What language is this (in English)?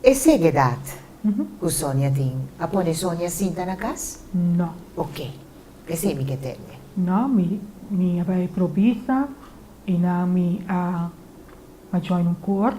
Papiamento